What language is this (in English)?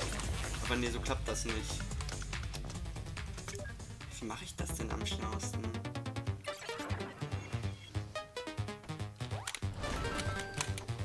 German